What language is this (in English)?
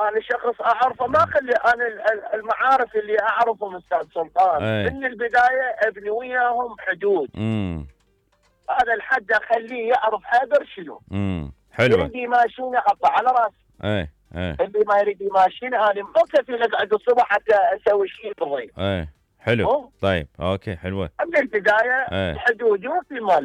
Mesopotamian Arabic